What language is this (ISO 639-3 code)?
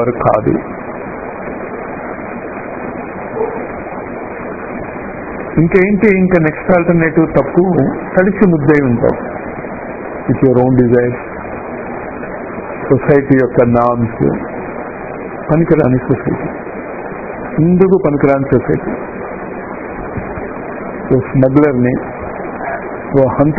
tel